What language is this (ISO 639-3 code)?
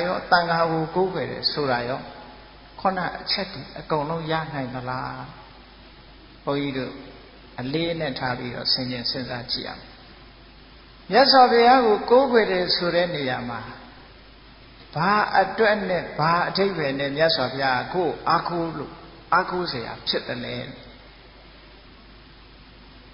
mya